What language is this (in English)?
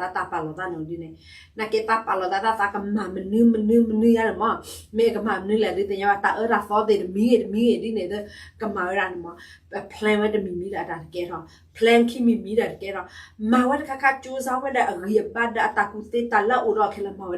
S'gaw Karen